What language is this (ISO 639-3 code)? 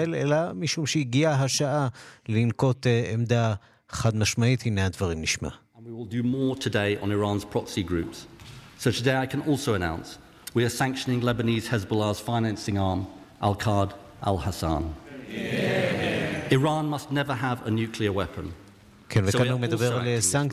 heb